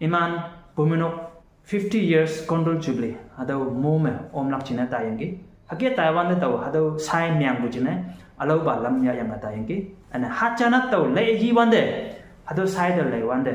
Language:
Konyak Naga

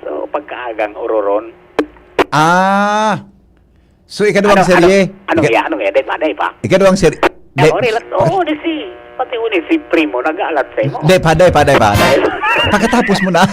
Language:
Bikol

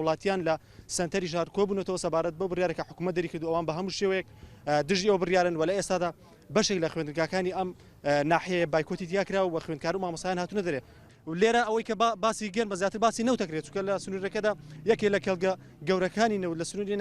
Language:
Central Kurdish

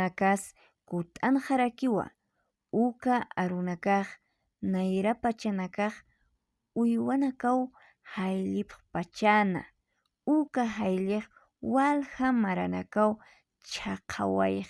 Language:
Aymara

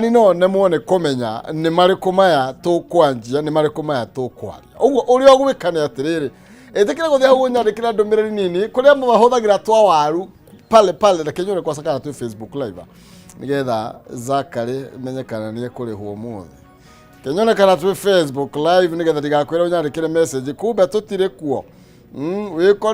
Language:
Kikuyu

